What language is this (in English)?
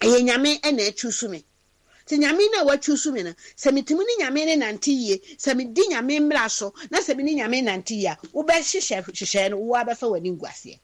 Akan